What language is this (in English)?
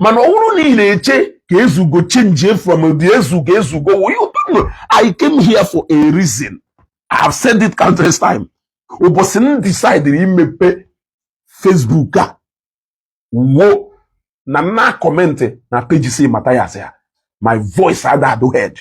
Igbo